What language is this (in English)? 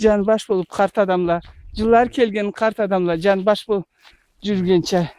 Karachay-Balkar